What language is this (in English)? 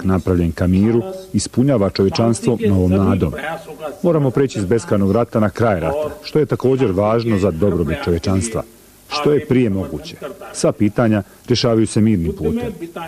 Bosnian